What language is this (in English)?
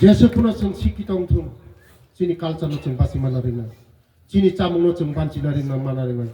Riang (India)